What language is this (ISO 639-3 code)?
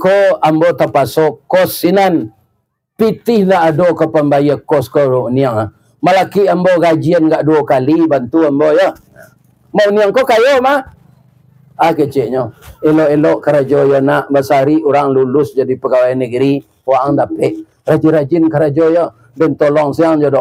min